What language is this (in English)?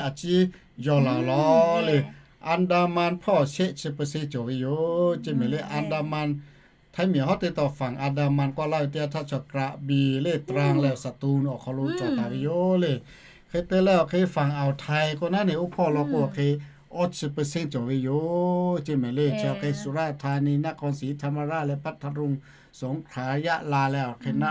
Lahu